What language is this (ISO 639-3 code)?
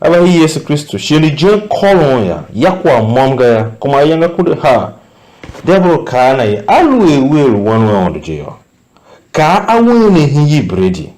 tiv